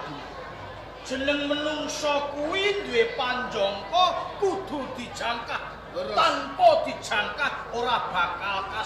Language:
Javanese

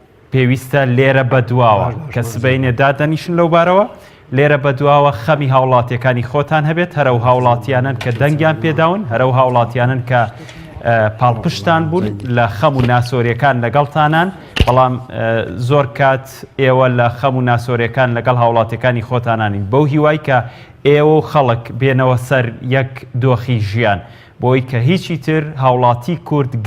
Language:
Central Kurdish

